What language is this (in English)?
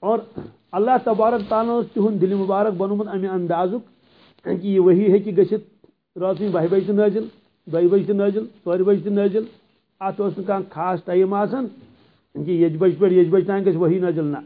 Kashmiri